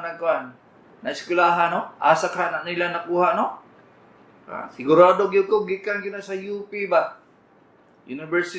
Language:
Cebuano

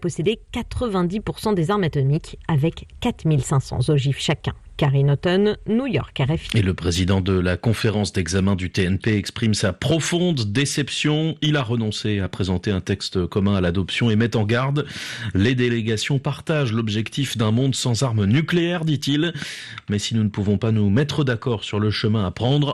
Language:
French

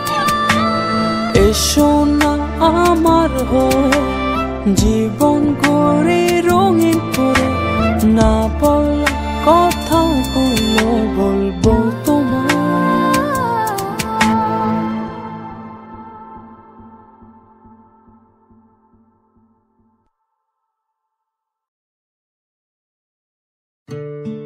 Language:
Bangla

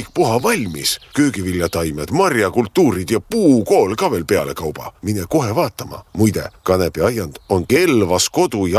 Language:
Estonian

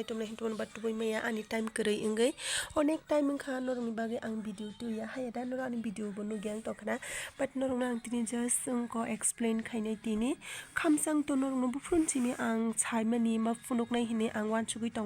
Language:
Kok Borok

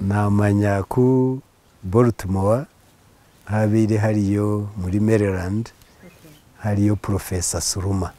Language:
Nyankole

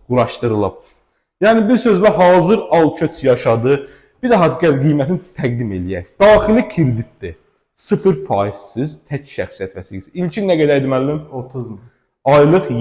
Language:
Azerbaijani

